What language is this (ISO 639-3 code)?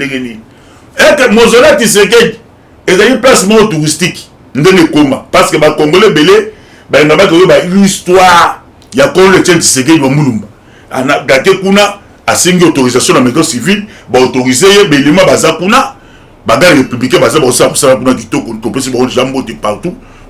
lin